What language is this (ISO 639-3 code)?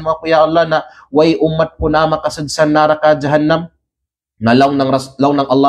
kqe